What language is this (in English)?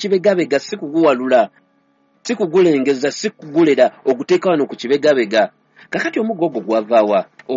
Ganda